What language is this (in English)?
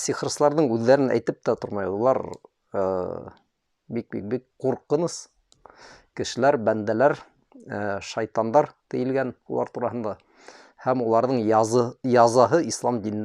Bashkir